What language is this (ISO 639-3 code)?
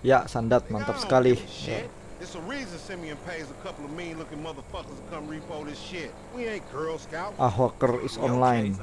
bjn